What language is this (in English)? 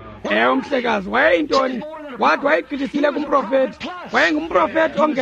Xhosa